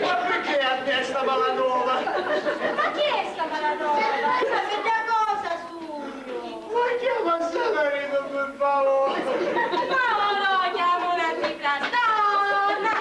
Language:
Sicilian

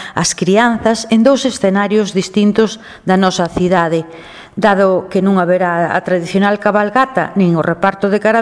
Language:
Galician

